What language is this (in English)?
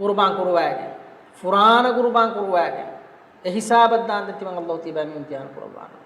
Divehi